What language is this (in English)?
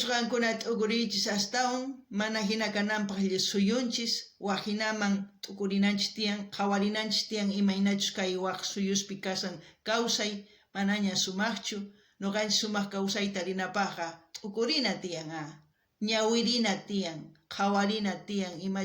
South Bolivian Quechua